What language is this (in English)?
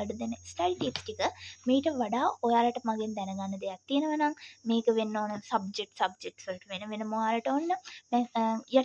Sinhala